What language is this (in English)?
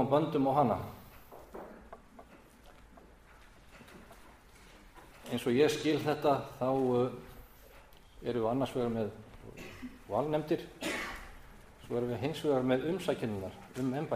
Icelandic